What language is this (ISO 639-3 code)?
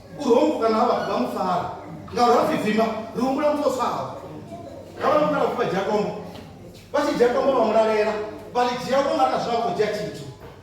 ven